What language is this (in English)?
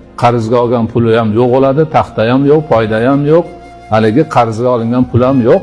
Uzbek